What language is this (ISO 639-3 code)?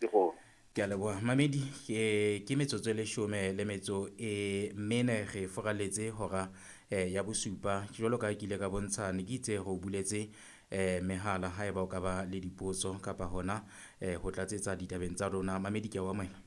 sot